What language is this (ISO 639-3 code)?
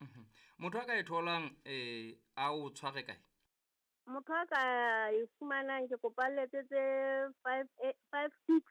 sot